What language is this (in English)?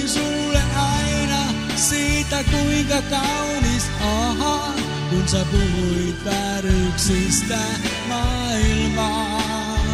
Finnish